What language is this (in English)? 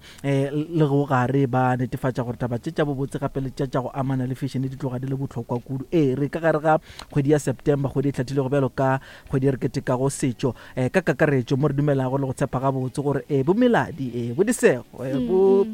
Northern Sotho